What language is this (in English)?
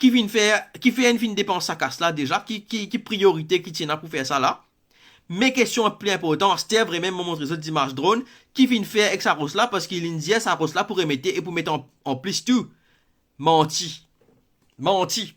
Morisyen